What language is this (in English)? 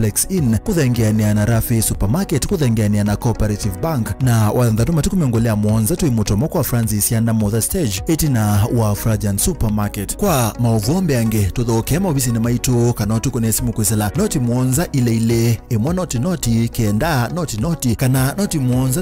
Kamba